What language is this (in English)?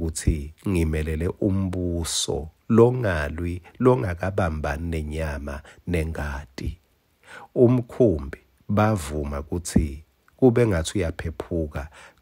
Swati